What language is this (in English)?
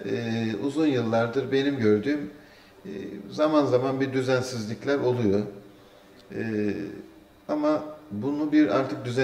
Turkish